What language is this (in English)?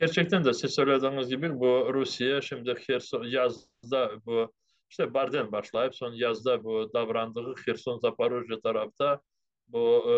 Crimean Tatar